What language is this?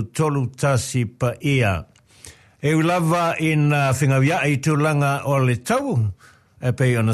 Samoan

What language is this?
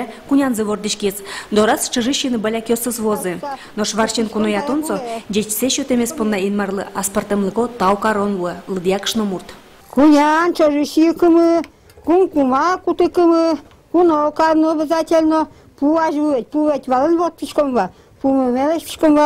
Udmurt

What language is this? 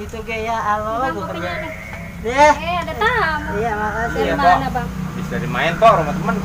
Betawi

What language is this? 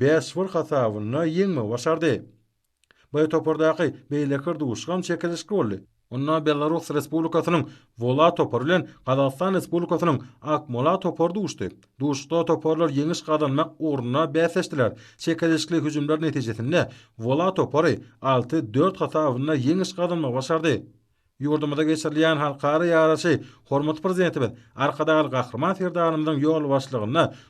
Turkmen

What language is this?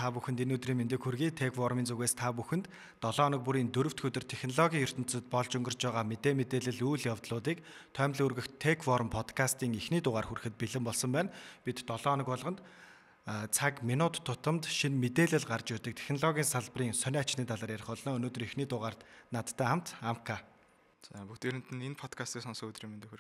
Mongolian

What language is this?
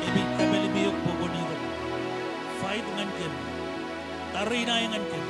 Marshallese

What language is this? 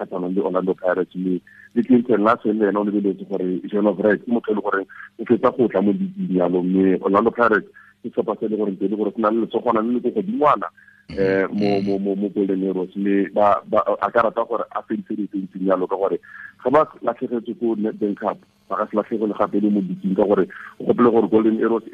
Tswana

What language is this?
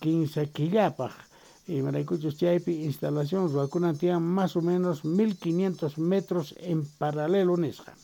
South Bolivian Quechua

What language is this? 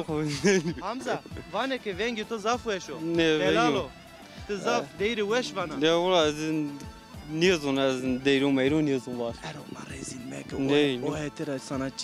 Zaza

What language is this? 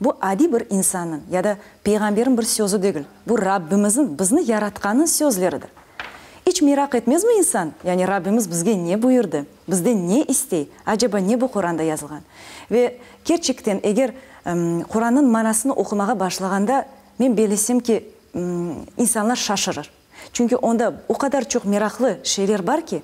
Crimean Tatar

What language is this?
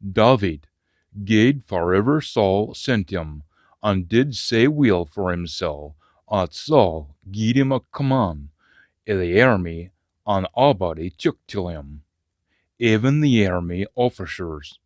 Scots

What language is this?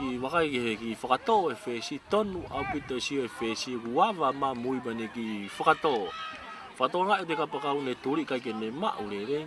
Tongan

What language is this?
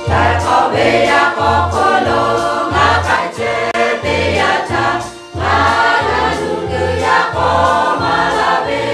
Lahu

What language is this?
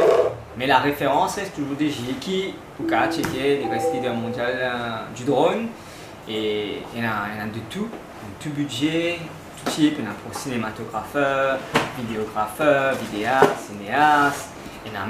Morisyen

